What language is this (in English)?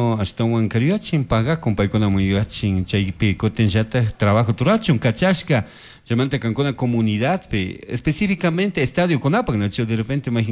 Chimborazo Highland Quichua